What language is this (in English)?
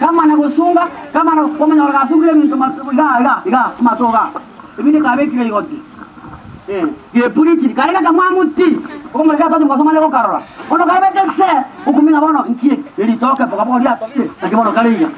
Gusii